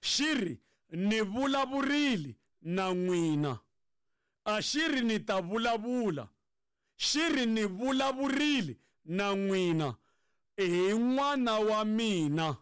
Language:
Tsonga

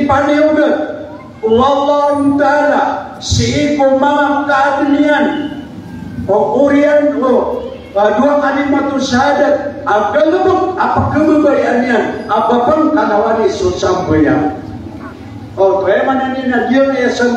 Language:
Maranao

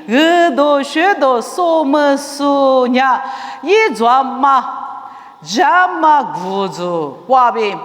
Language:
Lisu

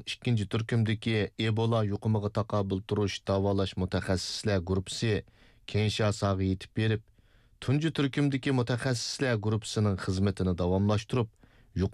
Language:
Uyghur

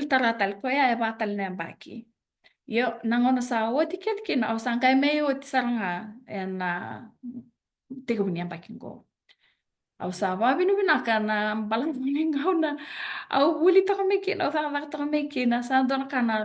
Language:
Fijian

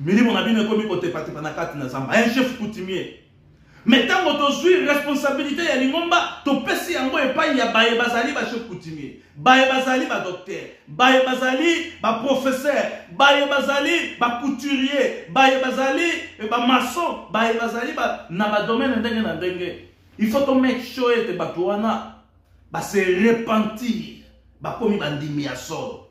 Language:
Lingala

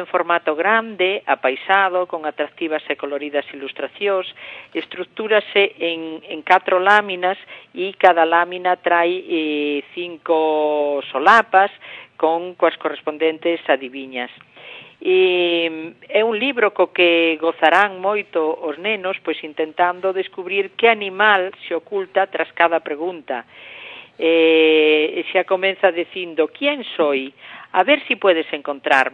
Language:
Galician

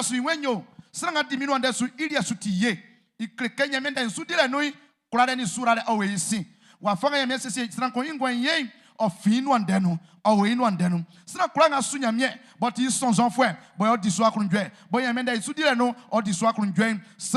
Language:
Baoulé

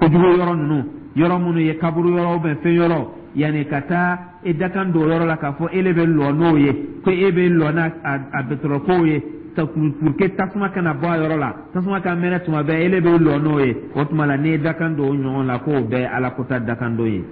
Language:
Dyula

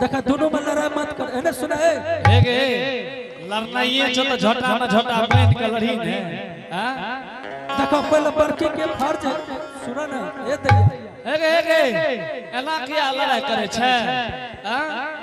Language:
Angika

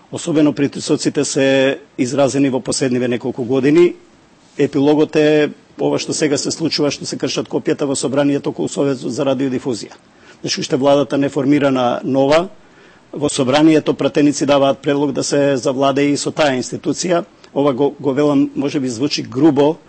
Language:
Macedonian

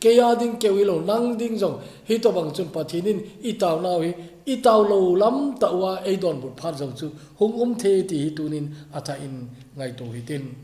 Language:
Thado Chin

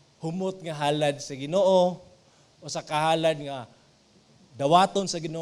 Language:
Cebuano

